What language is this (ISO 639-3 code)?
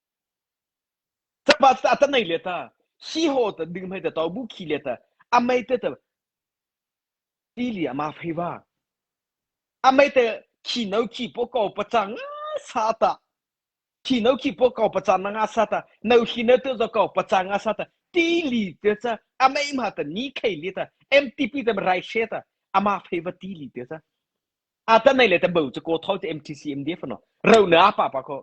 mrh